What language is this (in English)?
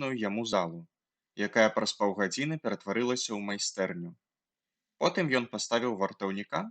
Belarusian